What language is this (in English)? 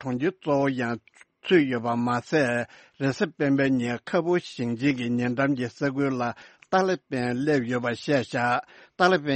Tibetan